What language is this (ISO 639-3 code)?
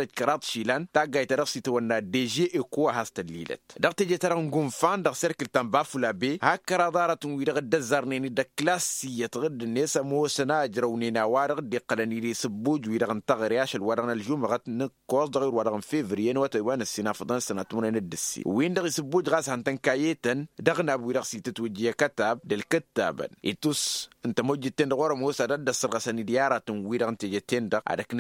taq